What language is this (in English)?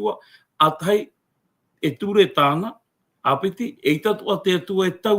Tahitian